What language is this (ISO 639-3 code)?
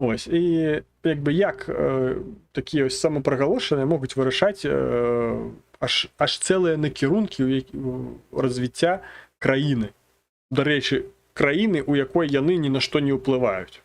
bel